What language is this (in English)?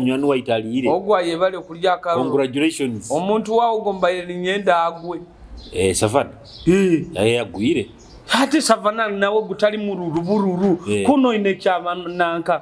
Nyoro